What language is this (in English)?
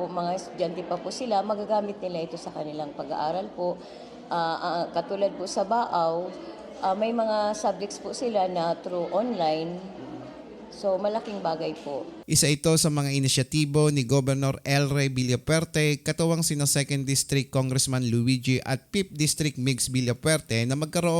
Bikol